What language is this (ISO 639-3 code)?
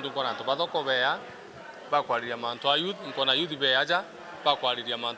mer